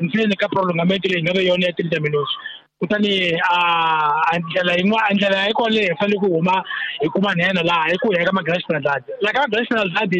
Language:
Tsonga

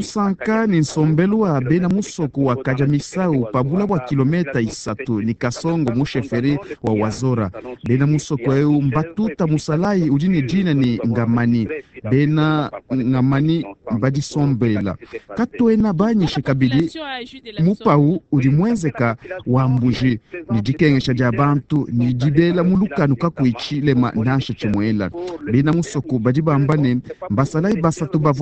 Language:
Luba-Lulua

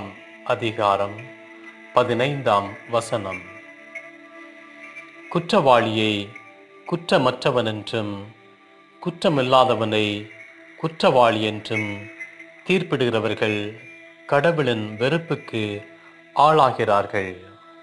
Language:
Tamil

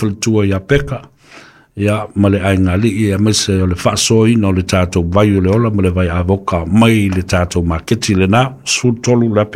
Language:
Samoan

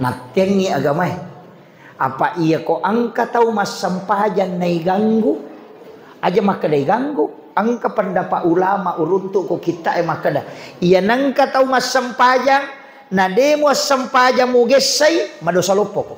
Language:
Buginese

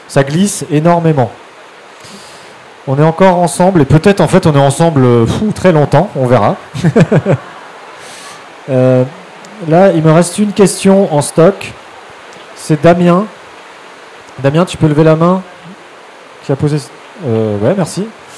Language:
French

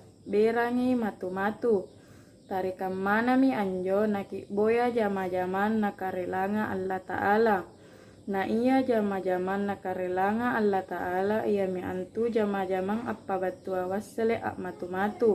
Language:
Makasar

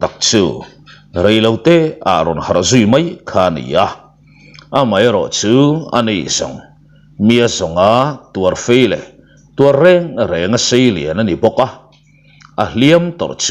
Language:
Mizo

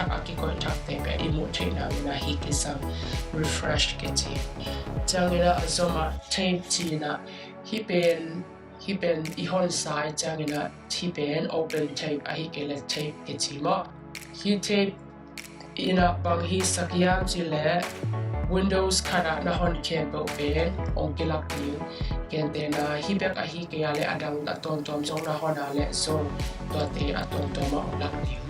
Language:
Tedim Chin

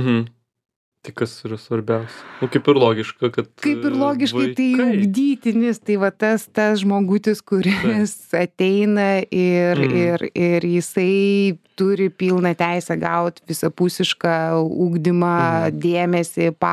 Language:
Lithuanian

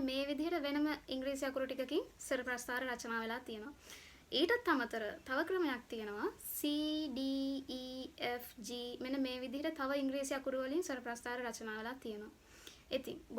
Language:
Sinhala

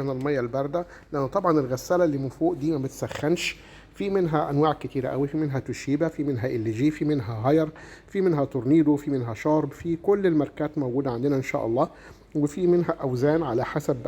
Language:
Egyptian Arabic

